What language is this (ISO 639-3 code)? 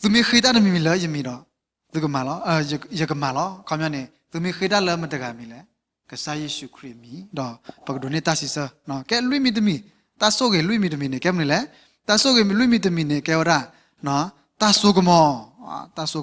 ksw